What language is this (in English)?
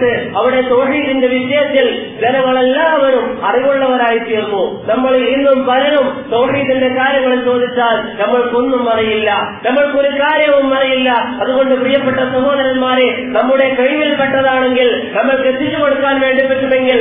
Malayalam